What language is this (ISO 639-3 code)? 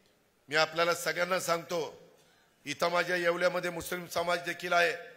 mar